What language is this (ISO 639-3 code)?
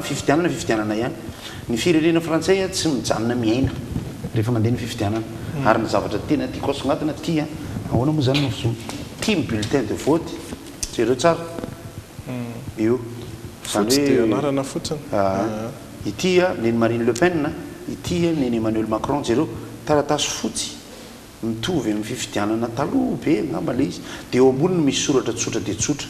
mlg